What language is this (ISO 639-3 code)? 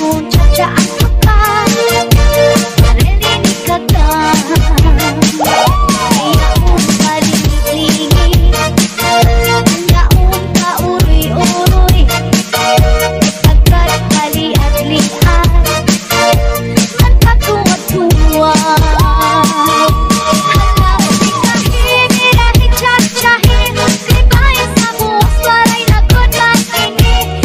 war